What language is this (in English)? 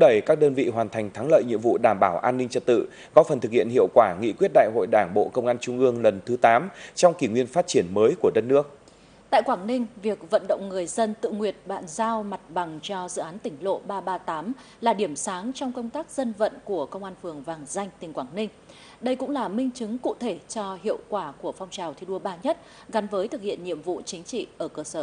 Vietnamese